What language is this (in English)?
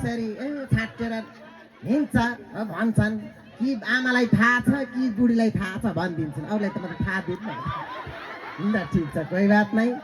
Nepali